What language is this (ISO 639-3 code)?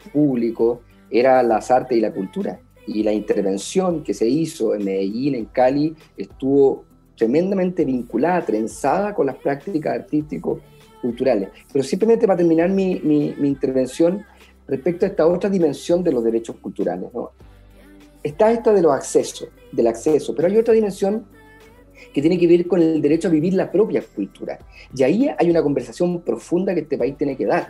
spa